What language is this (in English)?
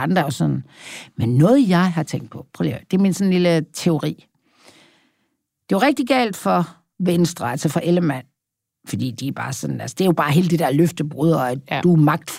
Danish